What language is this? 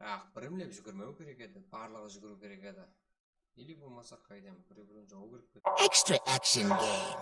Kara-Kalpak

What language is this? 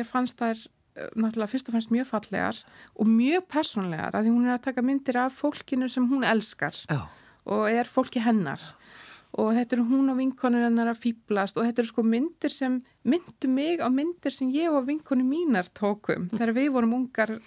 Icelandic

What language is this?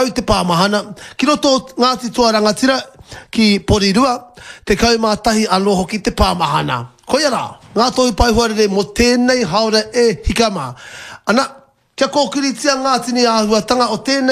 Māori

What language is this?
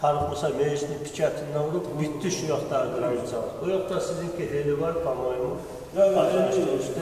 Kumyk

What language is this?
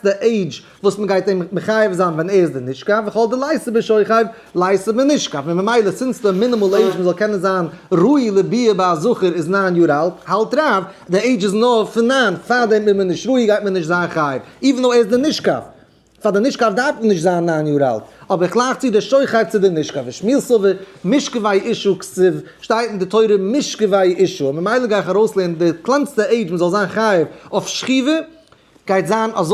Yiddish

